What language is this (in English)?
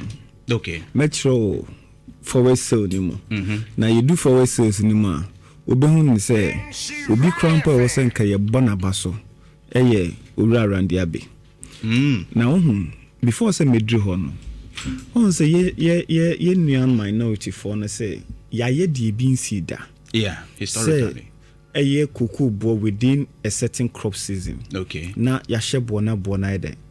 Akan